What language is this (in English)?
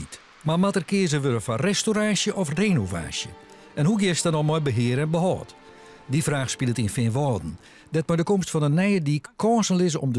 Western Frisian